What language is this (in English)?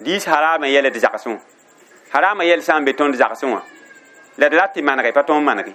Mossi